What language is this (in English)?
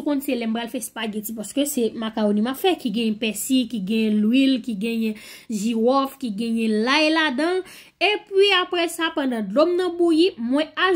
Haitian Creole